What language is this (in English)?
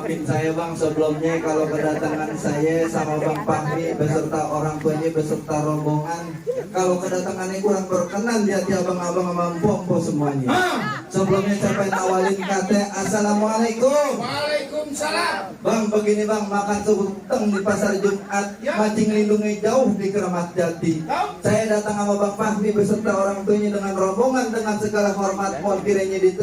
Betawi